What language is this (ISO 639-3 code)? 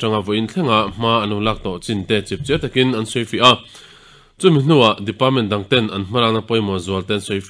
lus